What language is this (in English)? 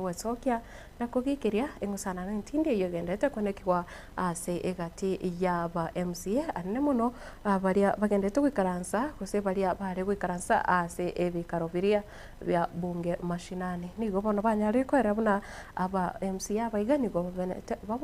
Gusii